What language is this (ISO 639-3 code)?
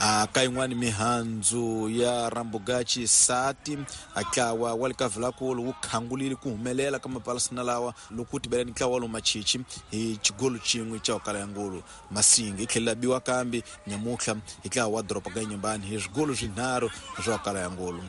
tso